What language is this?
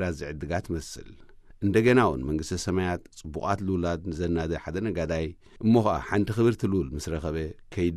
Tigrinya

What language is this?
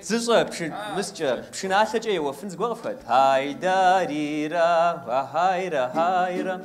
Kabardian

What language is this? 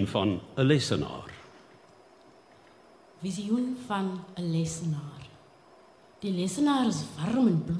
Afrikaans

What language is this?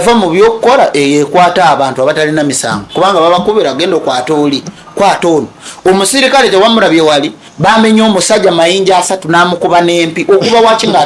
Ganda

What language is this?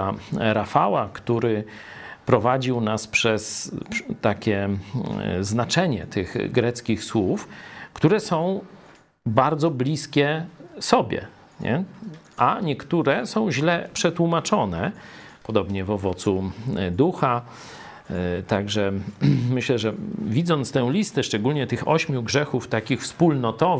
Polish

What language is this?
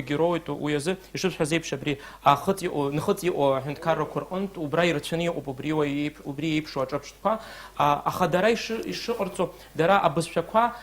Abkhazian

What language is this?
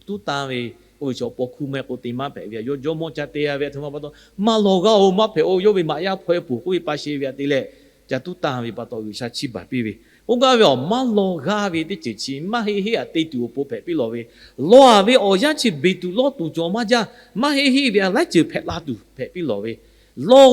Lahu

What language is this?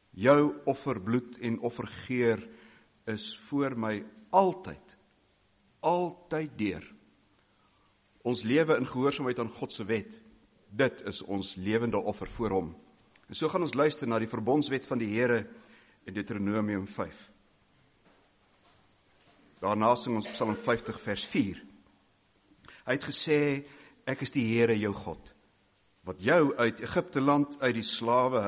Afrikaans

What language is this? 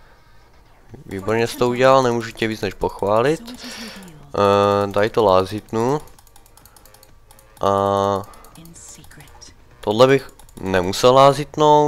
Czech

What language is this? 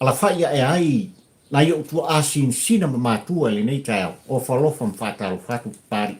Samoan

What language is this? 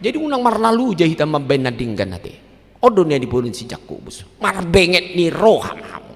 Batak Toba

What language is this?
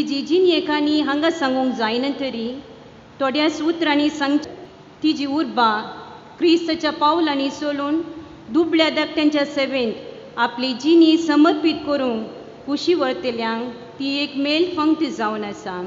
Konkani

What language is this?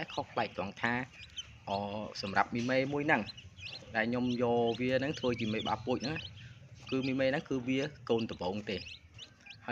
Khmer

